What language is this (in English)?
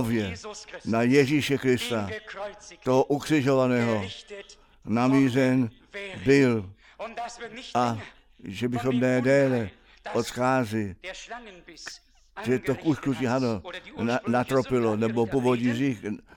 Czech